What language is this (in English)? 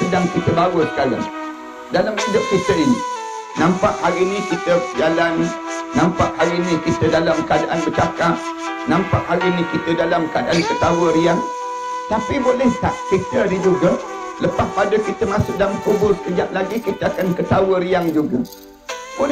Malay